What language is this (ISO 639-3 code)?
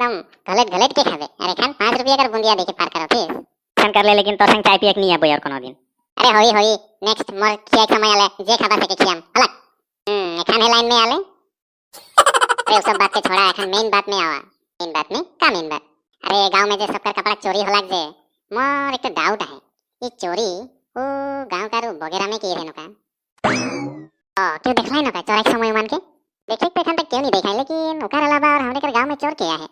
sck